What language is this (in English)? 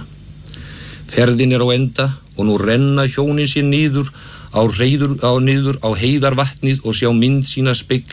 Icelandic